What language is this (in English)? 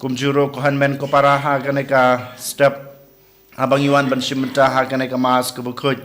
Khasi